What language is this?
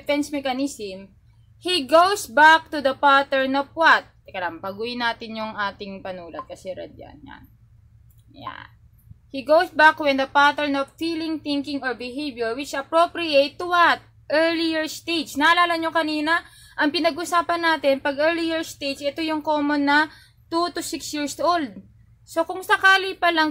Filipino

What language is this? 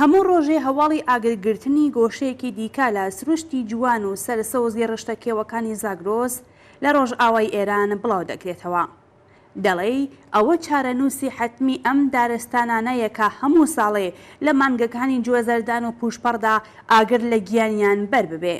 Central Kurdish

